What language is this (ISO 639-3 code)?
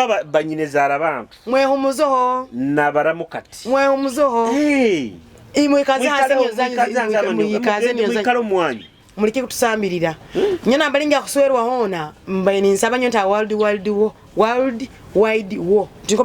nyo